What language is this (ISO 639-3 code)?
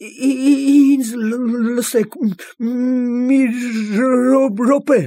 hye